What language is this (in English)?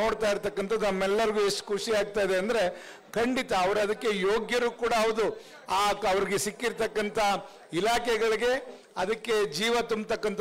Kannada